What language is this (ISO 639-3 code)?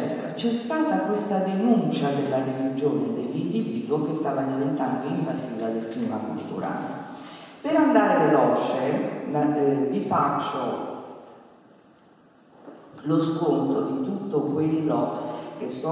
ita